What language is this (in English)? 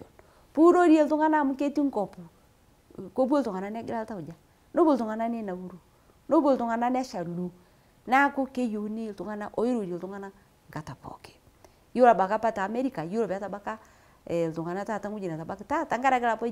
Masai